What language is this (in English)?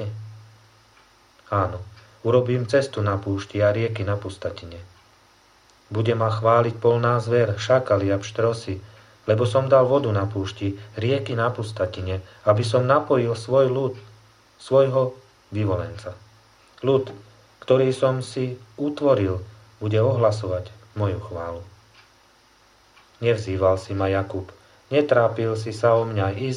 Slovak